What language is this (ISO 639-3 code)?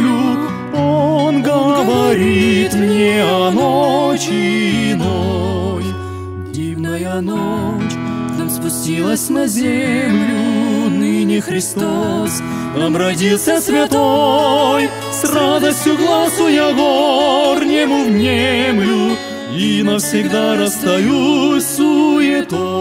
rus